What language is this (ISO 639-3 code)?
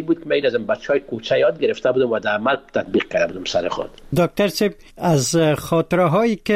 fas